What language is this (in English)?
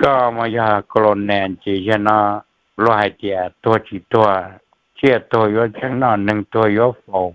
Hmong